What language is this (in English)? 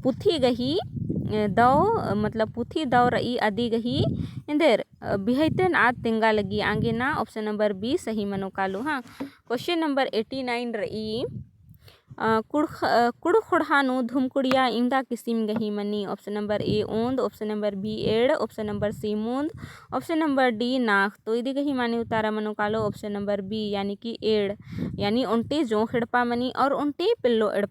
Kurukh